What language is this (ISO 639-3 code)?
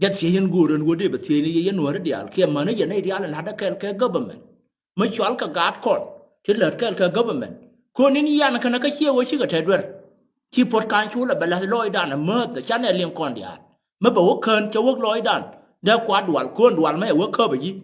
nus